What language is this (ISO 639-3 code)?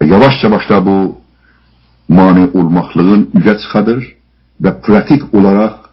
azb